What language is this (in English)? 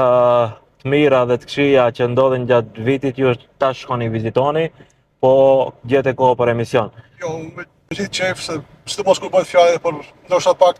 Albanian